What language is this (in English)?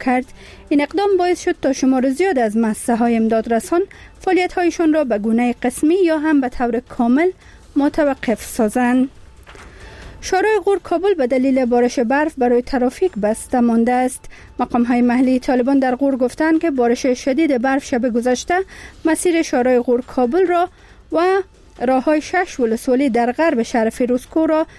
Persian